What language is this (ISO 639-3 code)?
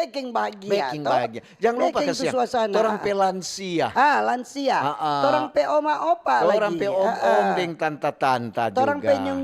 xmm